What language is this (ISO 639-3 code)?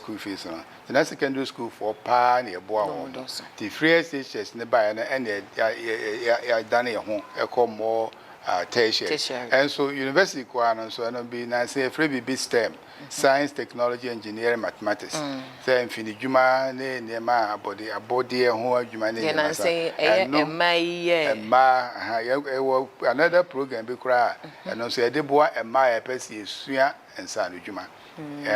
aka